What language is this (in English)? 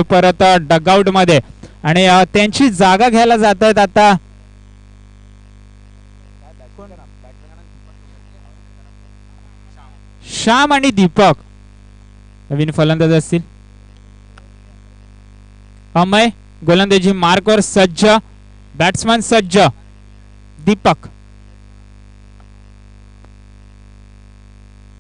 Marathi